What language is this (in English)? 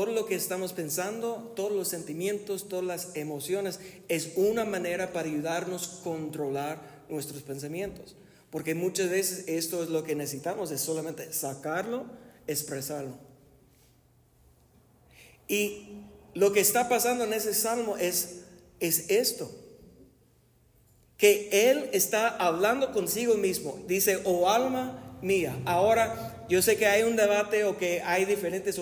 Spanish